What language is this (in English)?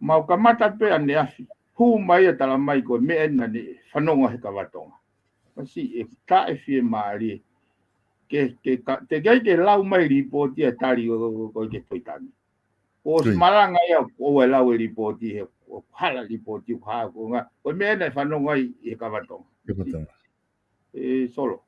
Tongan